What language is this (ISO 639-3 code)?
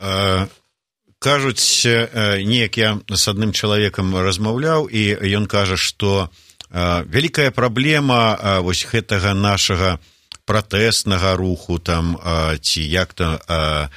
bel